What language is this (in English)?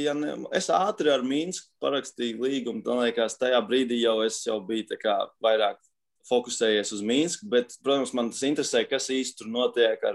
Latvian